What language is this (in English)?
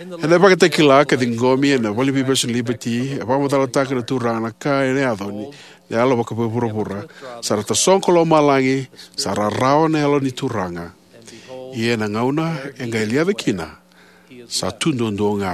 Fijian